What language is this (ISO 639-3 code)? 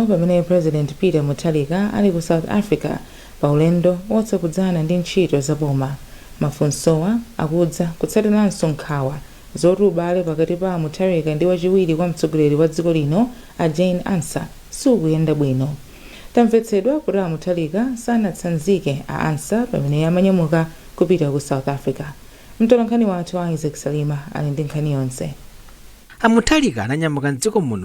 nya